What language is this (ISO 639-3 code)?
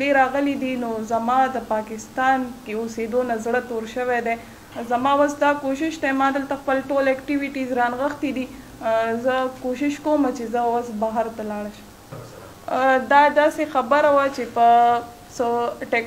pus